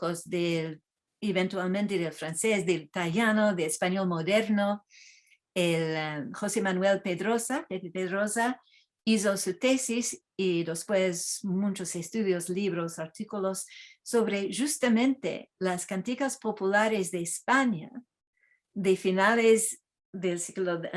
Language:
Ladino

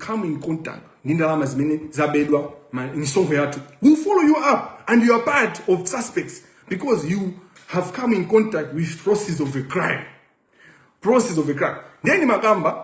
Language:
Nyanja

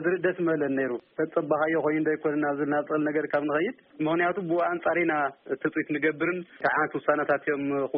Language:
Tigrinya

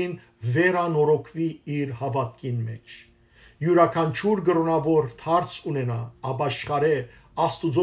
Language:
Western Armenian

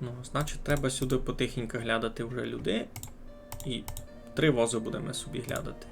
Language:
Rusyn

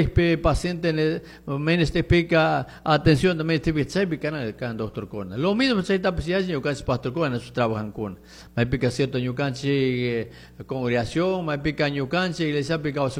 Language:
Chimborazo Highland Quichua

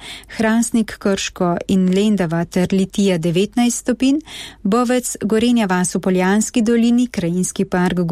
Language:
Slovenian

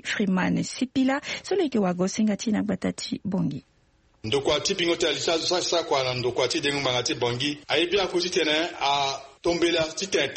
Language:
Sango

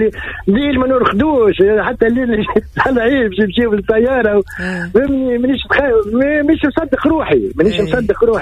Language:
Tunisian Arabic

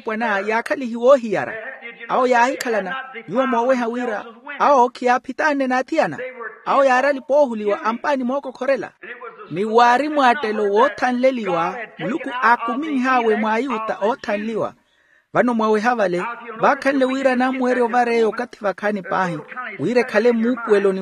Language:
Makhuwa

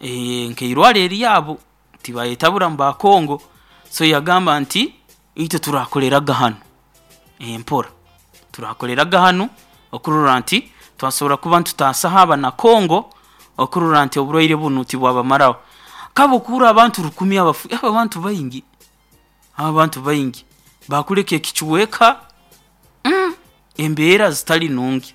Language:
Nyoro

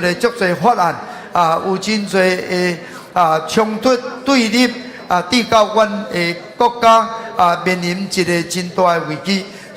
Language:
Min Nan Chinese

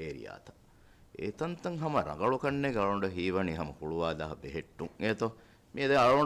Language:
Divehi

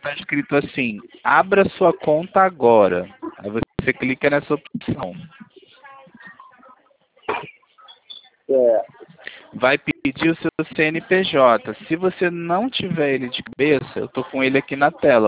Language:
Portuguese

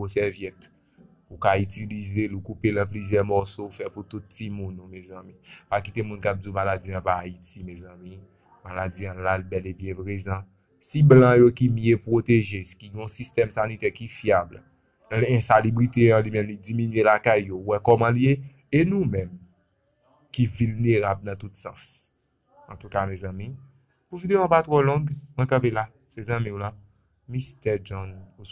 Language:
Haitian Creole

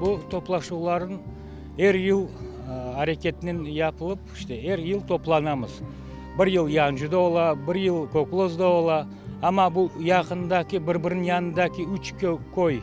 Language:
Crimean Tatar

